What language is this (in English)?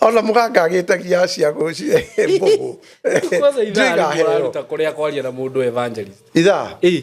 Kikuyu